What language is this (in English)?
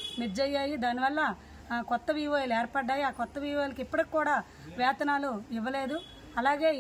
Telugu